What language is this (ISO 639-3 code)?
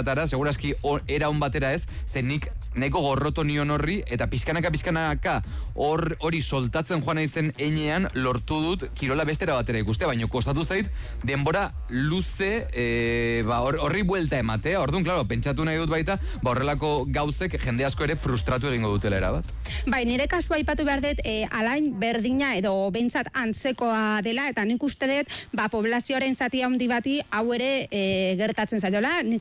eus